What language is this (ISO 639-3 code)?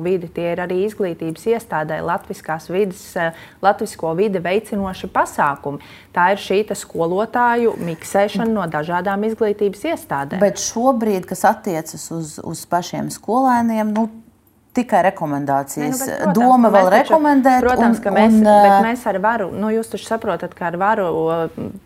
lav